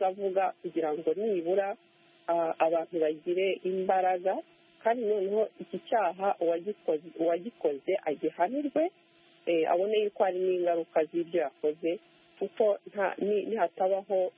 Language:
Kinyarwanda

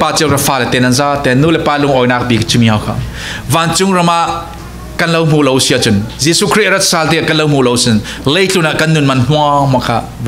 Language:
Falam Chin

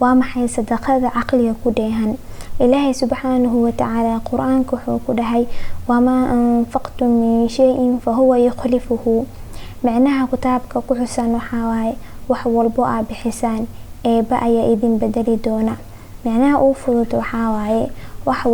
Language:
Somali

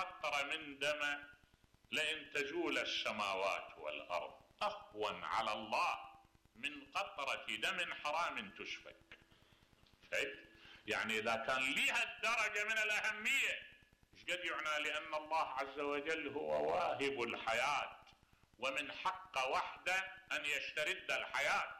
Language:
Mesopotamian Arabic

